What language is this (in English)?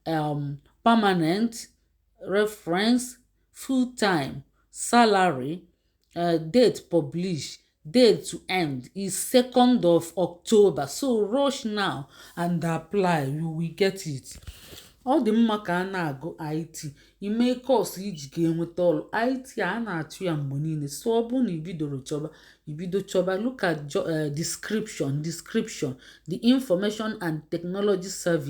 Igbo